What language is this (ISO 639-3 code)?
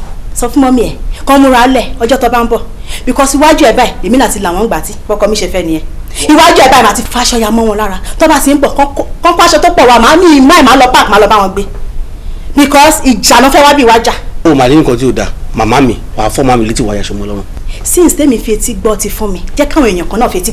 yor